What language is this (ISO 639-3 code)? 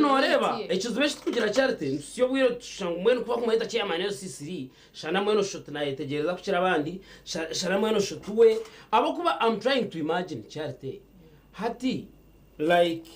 nyn